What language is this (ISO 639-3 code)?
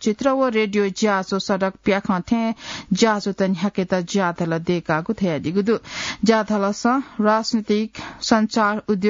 new